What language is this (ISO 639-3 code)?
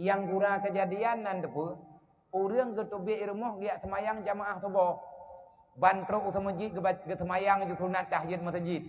ace